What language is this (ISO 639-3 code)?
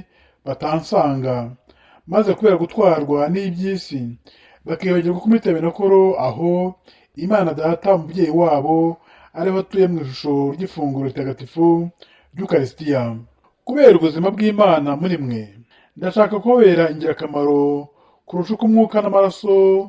kin